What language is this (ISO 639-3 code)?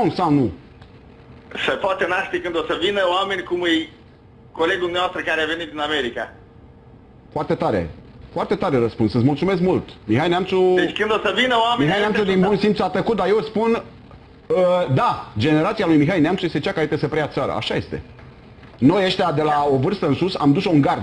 ron